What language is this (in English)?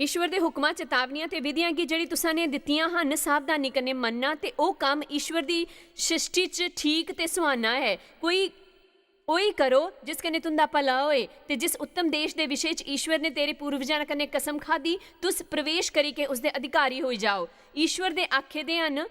Dogri